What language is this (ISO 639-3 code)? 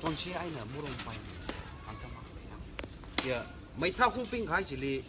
nmf